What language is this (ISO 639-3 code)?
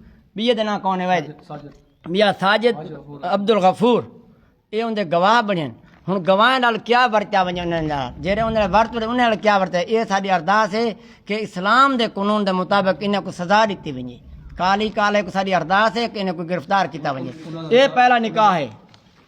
skr